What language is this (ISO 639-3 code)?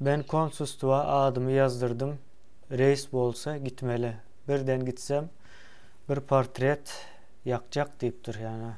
tuk